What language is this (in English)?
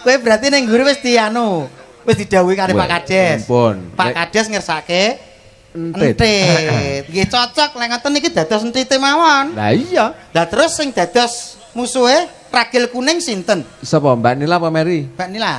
Javanese